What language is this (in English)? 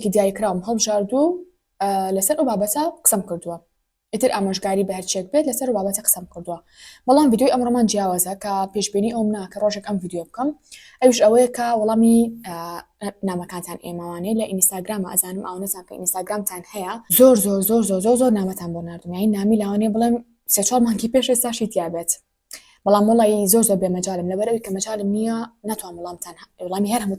Central Kurdish